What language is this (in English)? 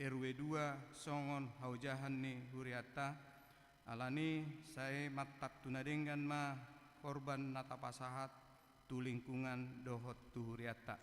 Batak Toba